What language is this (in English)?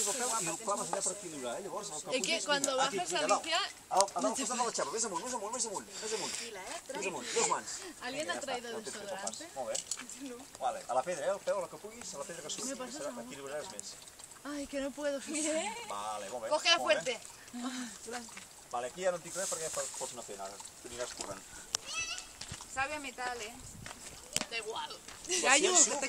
Catalan